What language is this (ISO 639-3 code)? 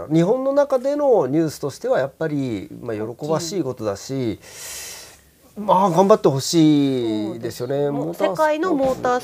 jpn